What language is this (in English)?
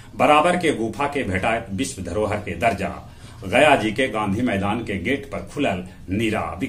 Magahi